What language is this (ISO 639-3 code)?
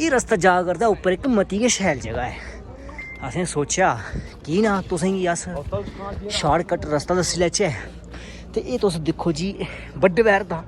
doi